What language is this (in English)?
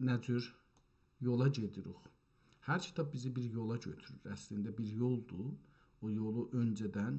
South Azerbaijani